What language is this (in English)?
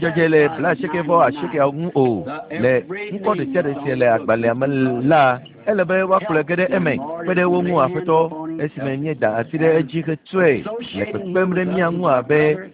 Ewe